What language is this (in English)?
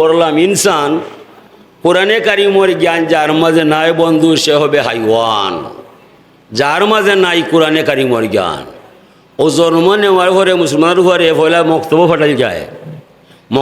Sylheti